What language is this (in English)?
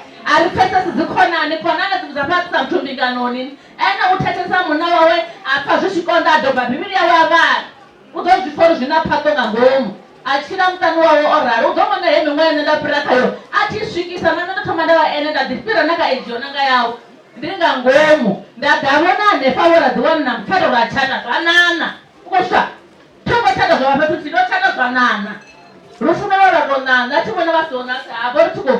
Venda